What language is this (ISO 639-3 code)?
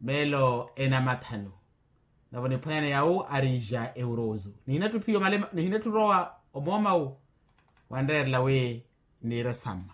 vmw